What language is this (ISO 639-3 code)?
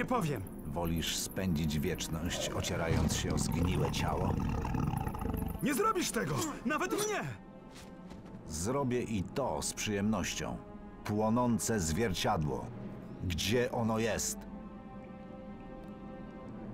pol